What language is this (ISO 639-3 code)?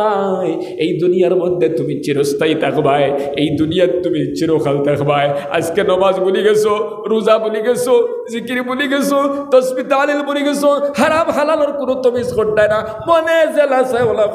syl